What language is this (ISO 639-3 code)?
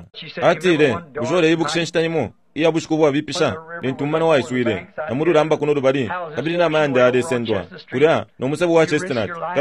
bem